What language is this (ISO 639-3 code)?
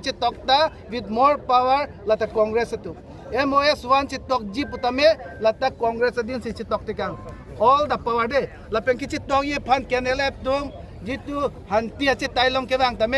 mjw